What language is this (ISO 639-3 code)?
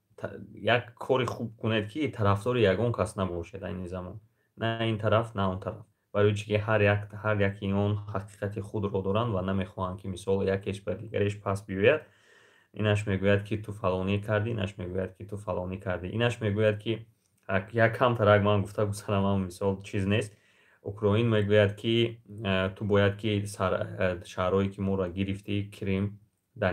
tgk